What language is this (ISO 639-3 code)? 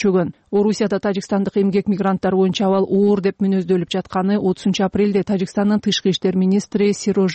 kir